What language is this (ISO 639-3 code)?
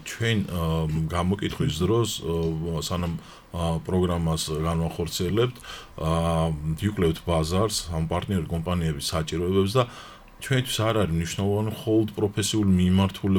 kat